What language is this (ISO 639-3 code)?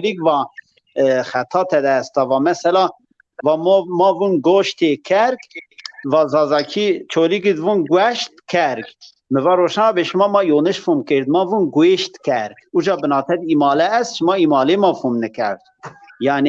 zza